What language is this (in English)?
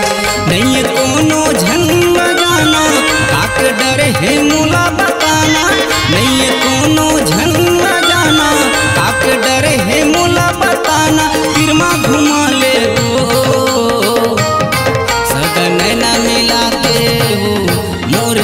Chhattisgarhi